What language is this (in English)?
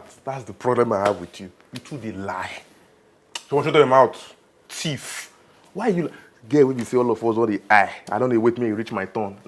Nigerian Pidgin